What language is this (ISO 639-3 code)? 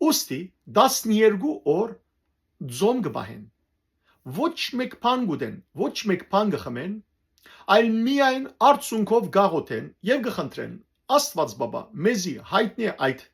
hyw